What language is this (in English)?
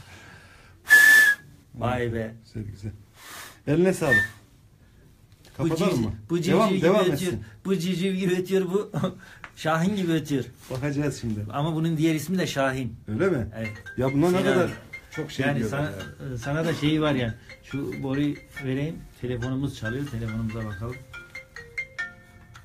Turkish